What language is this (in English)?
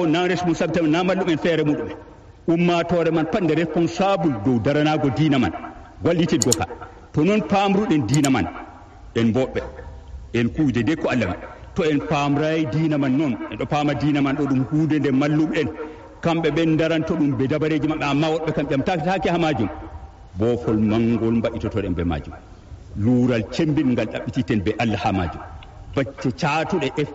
Fula